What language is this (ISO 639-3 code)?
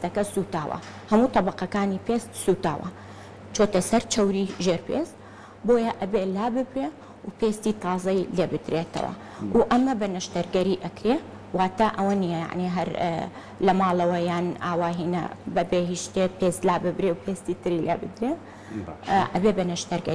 ckb